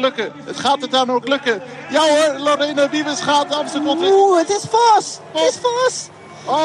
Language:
Dutch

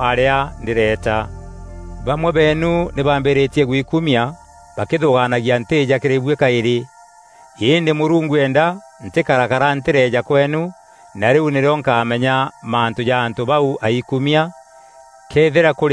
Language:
Meru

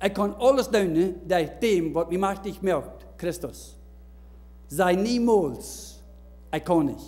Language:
Plautdietsch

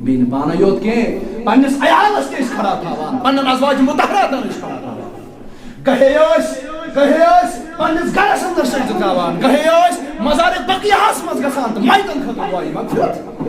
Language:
Kashmiri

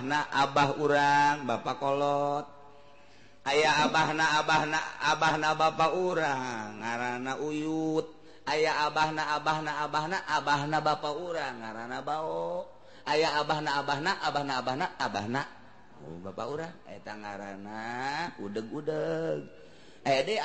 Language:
Sundanese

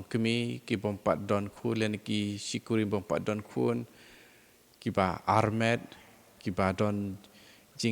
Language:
Khasi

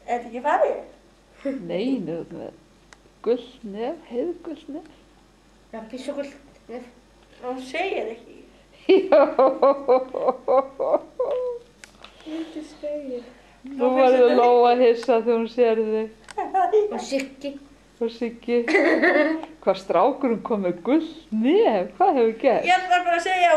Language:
Icelandic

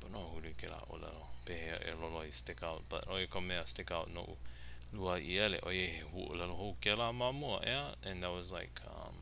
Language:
Hawaiian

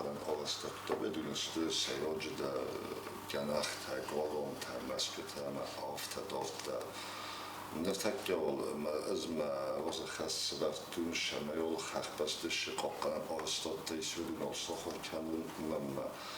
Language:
Ossetic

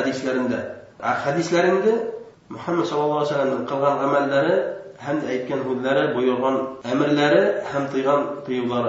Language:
Bashkir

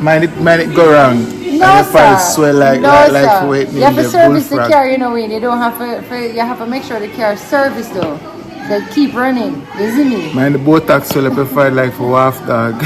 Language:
Jamaican Creole English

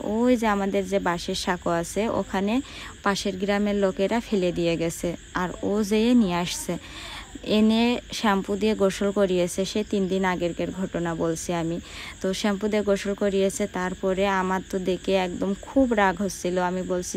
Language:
Bangla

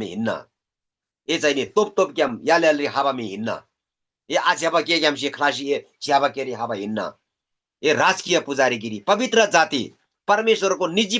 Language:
Eastern Tamang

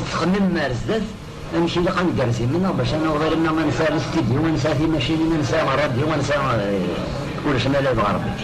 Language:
Kabyle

